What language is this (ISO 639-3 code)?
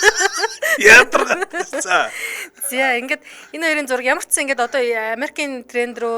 mon